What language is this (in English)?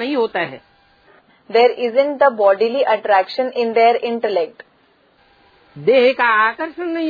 Hindi